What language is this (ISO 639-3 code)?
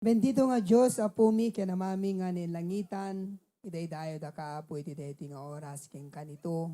ilo